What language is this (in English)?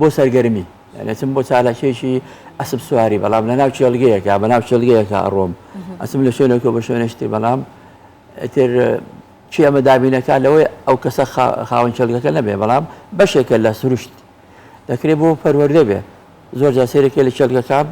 Central Kurdish